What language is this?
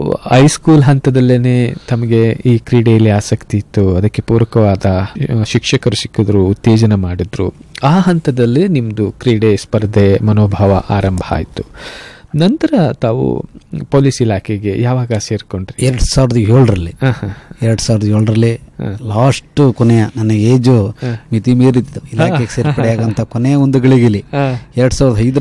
Kannada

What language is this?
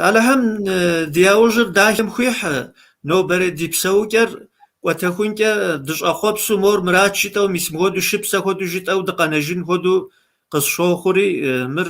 Kabardian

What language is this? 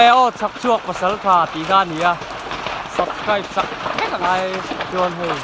Mizo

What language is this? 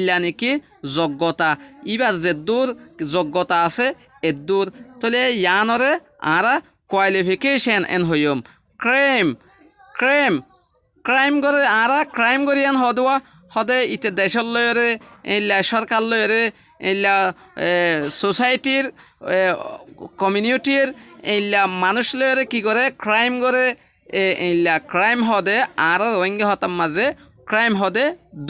Rohingya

